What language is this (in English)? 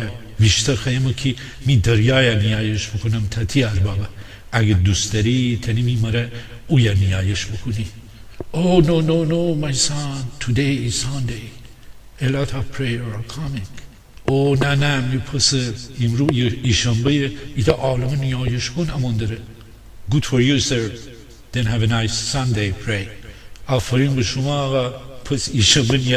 Gilaki